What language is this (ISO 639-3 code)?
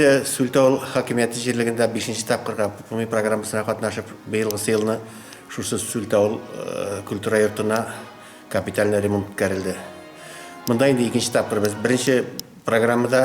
tat